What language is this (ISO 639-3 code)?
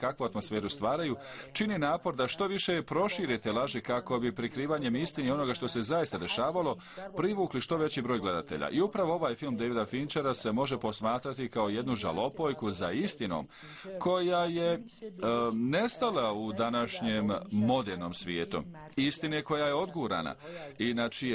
bos